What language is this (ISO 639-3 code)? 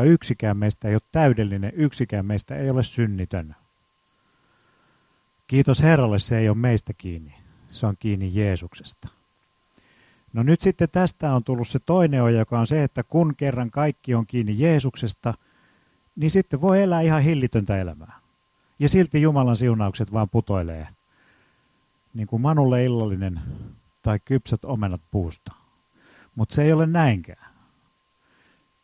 fin